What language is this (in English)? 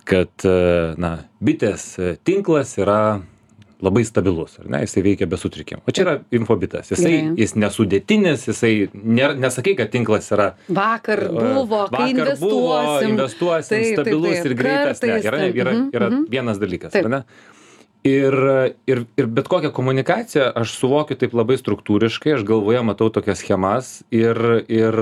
Lithuanian